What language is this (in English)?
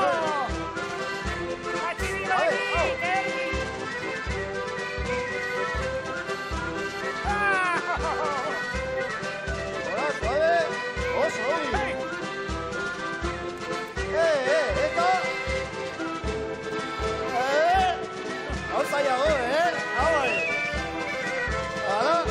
Basque